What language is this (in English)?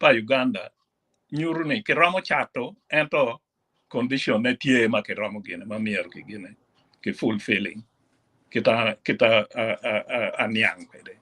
Acoli